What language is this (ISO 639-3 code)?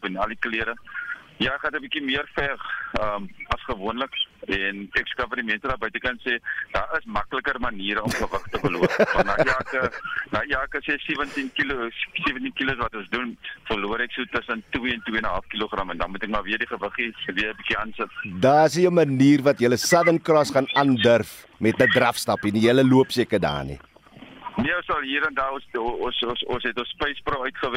afr